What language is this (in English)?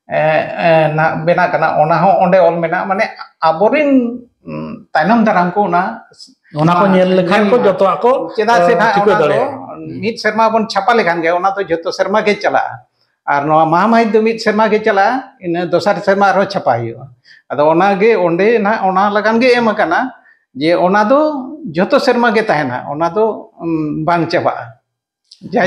Santali